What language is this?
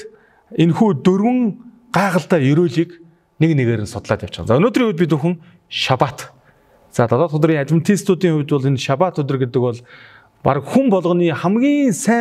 Mongolian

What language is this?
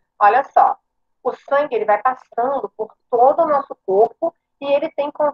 Portuguese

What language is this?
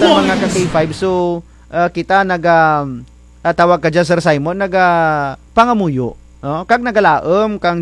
Kinaray-a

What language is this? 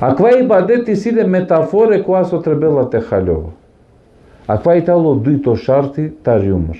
Balkan Romani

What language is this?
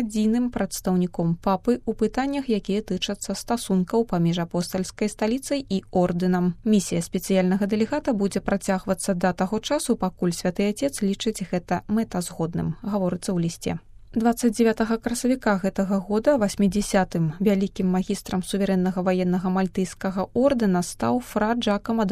Belarusian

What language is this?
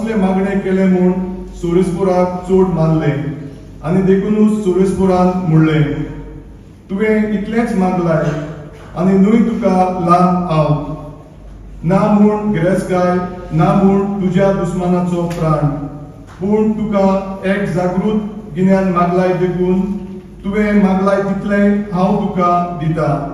Konkani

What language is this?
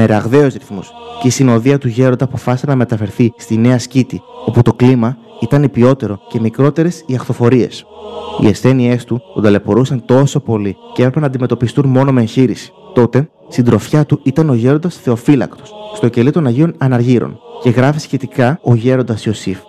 Greek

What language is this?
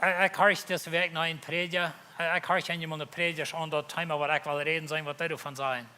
Plautdietsch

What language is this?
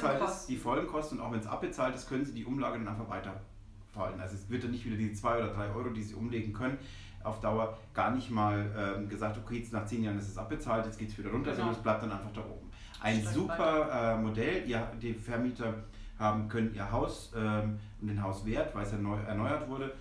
German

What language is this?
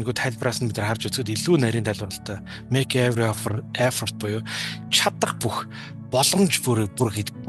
Mongolian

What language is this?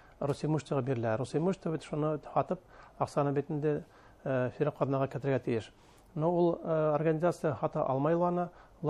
Bashkir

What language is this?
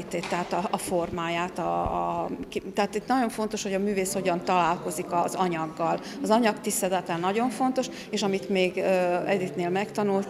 Hungarian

